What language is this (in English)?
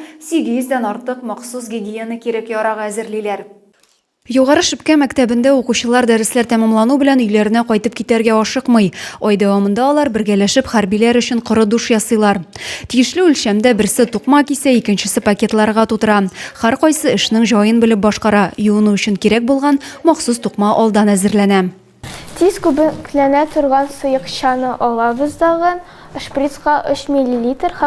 Tatar